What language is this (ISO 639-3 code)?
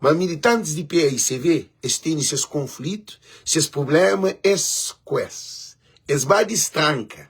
kea